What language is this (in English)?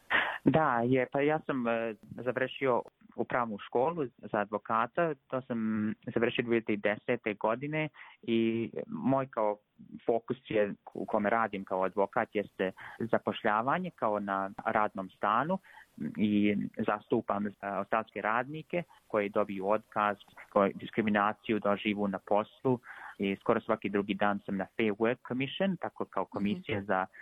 Serbian